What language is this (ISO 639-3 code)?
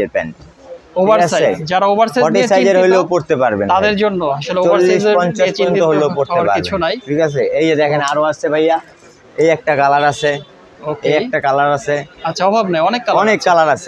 ben